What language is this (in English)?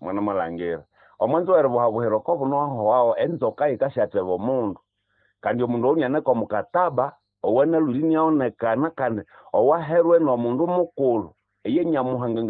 Nande